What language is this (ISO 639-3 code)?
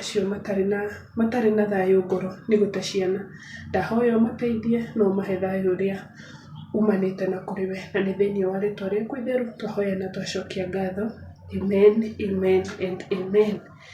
kik